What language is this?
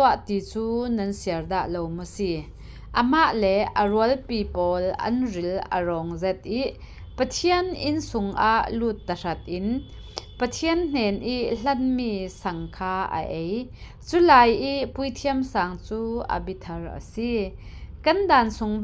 Falam Chin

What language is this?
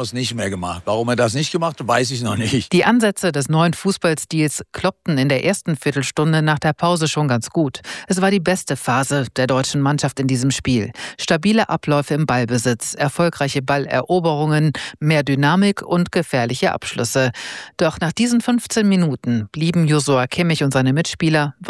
German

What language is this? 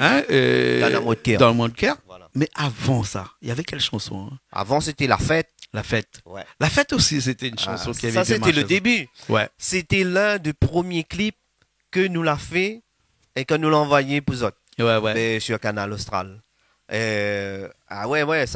Réunion Creole French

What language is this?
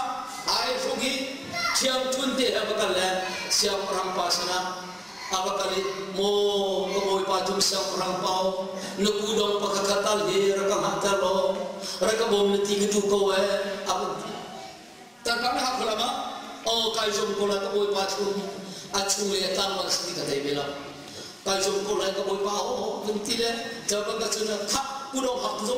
Hakha Chin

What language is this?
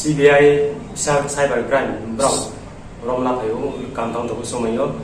Riang (India)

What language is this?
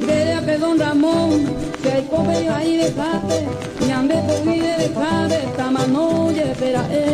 Guarani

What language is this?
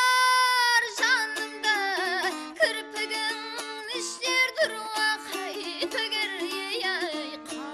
Kara-Kalpak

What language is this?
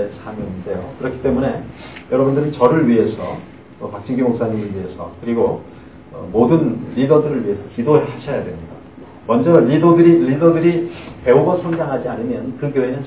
Korean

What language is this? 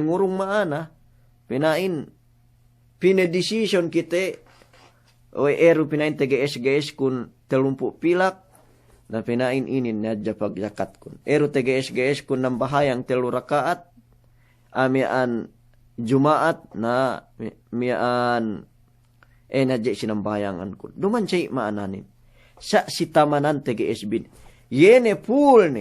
Yakan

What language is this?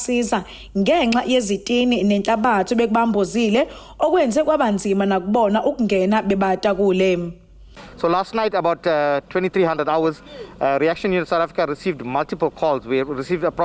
Zulu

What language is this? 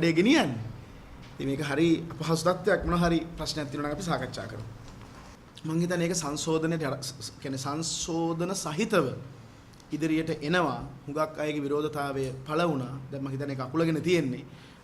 Sinhala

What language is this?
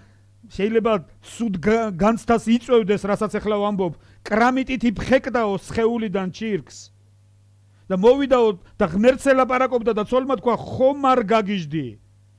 Georgian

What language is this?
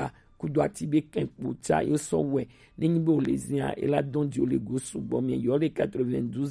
Gen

